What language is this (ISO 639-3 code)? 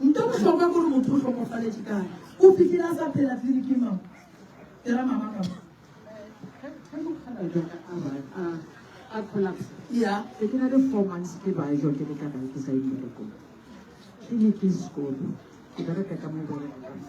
nso